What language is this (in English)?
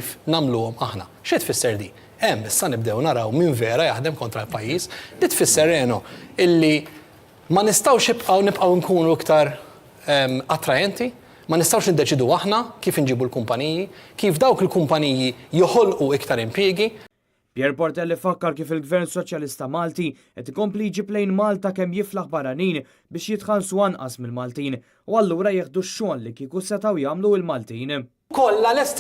Maltese